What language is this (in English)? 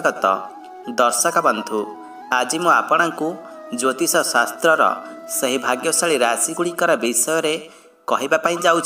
Odia